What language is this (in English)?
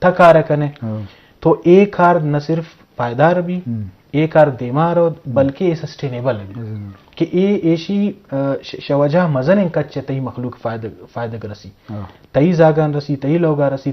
Eastern Balochi